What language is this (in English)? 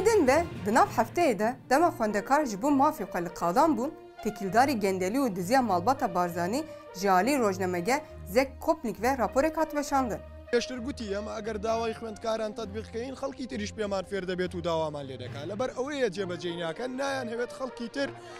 Kurdish